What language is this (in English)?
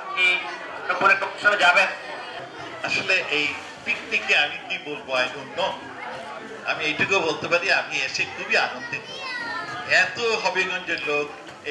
Bangla